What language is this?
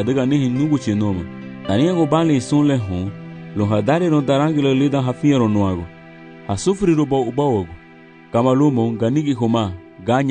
Garifuna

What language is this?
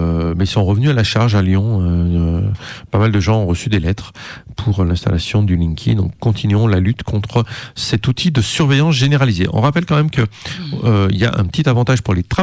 French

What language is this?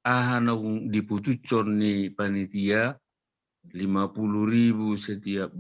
Batak Toba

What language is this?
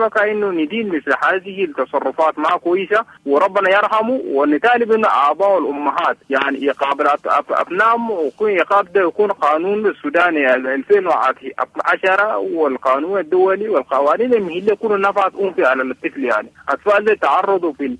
Sudanese Arabic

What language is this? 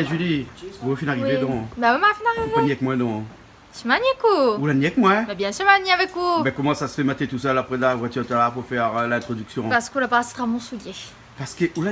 Réunion Creole French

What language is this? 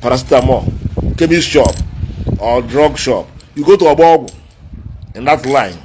Igbo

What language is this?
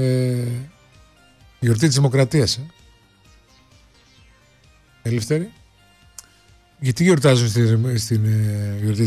Greek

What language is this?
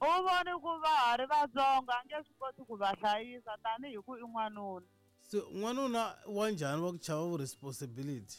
Tsonga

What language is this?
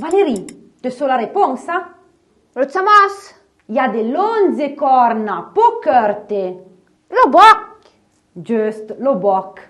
Arpitan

